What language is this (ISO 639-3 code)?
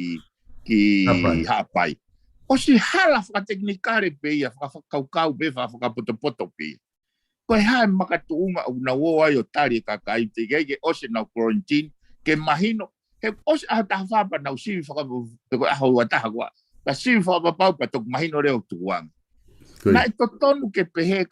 ton